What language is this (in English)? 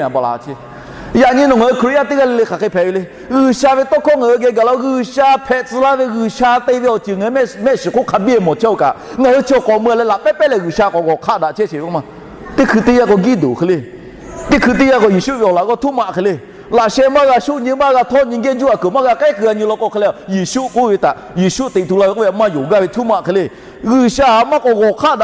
Lahu